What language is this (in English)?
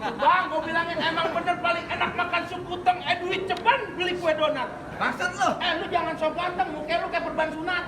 Betawi